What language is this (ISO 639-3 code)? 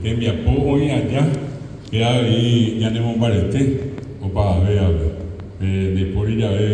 grn